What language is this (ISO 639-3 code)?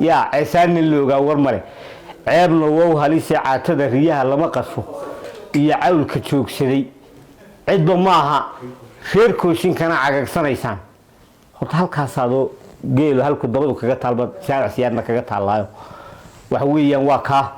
som